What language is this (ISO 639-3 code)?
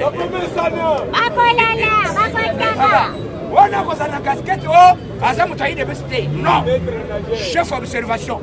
lin